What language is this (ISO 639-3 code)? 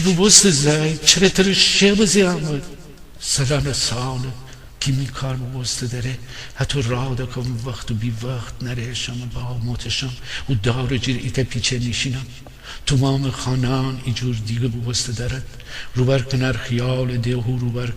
glk